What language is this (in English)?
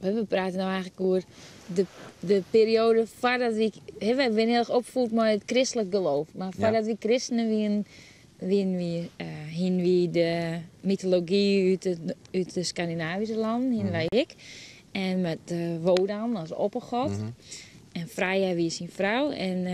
Western Frisian